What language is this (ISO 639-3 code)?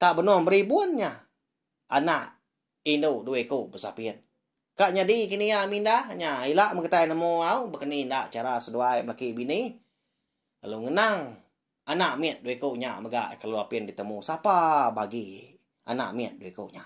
iba